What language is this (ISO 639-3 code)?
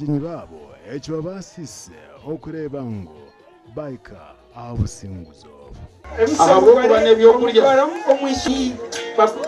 nyn